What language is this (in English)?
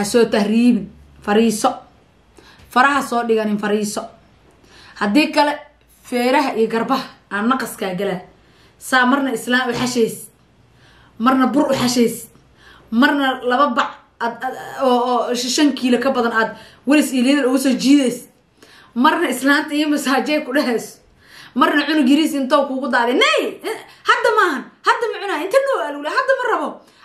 Somali